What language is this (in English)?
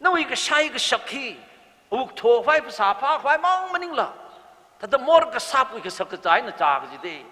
Tangkhul Naga (India)